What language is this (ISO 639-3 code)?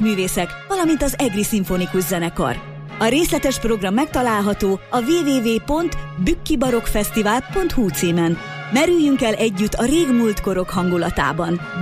hun